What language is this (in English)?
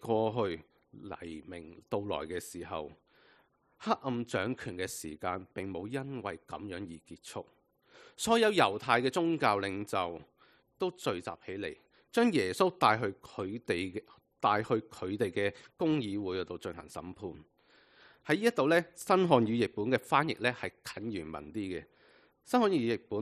Cantonese